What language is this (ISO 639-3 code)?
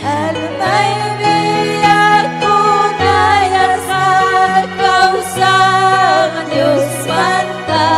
quy